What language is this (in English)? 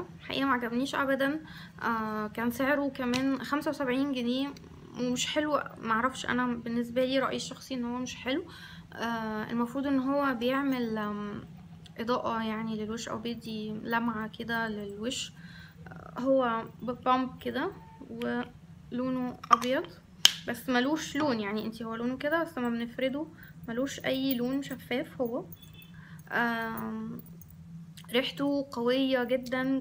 Egyptian Arabic